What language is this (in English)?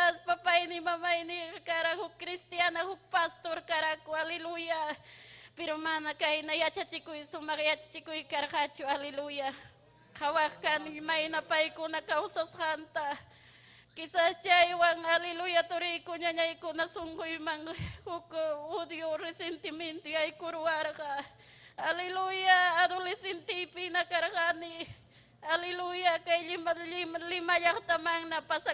Ayacucho Quechua